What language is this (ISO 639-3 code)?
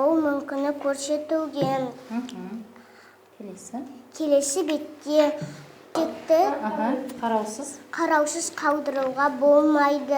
kaz